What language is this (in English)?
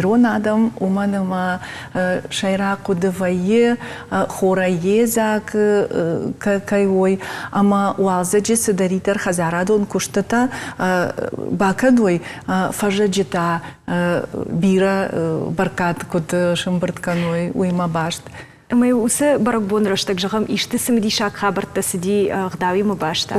Ossetic